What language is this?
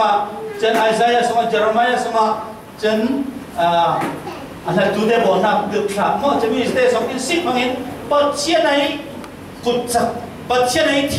Falam Chin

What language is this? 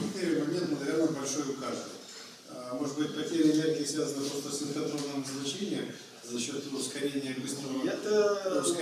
Russian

